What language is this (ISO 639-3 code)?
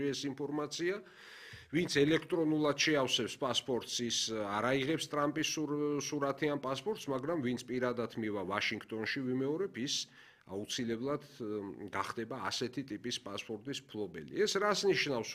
kat